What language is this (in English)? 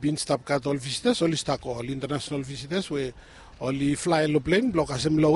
Bislama